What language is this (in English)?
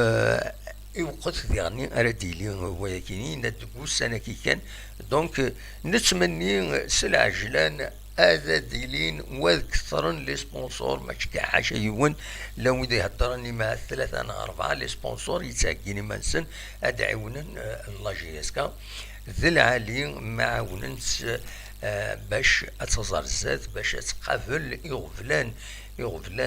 Kabyle